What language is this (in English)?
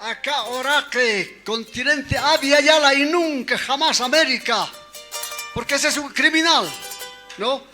Aymara